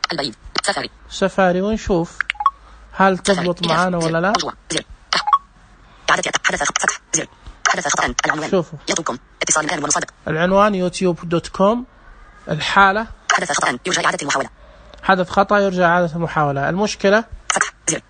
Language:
Najdi Arabic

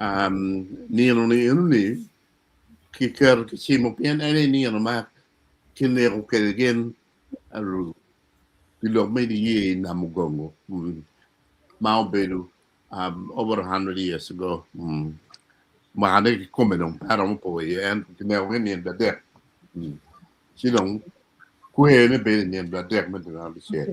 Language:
Acoli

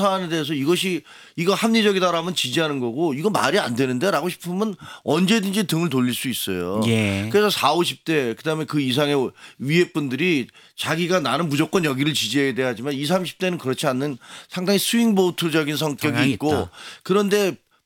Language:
Korean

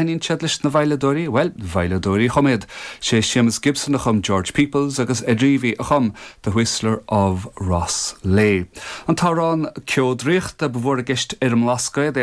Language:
Irish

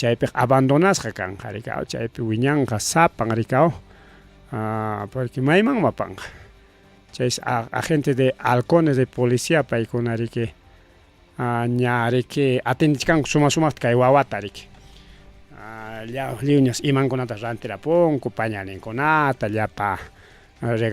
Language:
Ayacucho Quechua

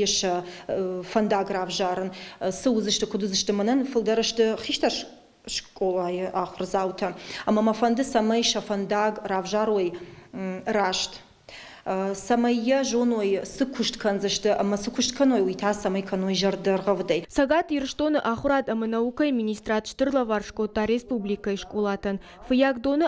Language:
Ossetic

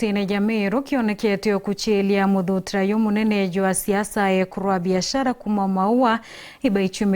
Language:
Meru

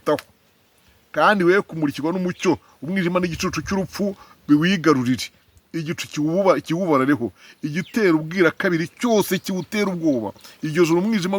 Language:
Kinyarwanda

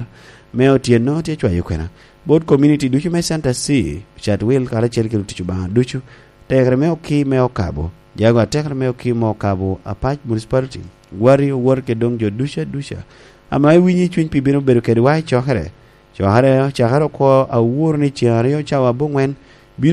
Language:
Lango (Uganda)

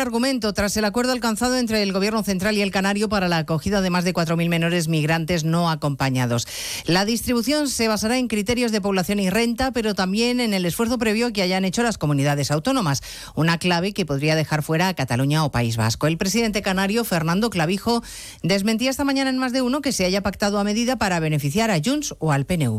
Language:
Spanish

